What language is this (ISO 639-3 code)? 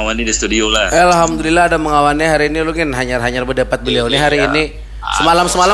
bjn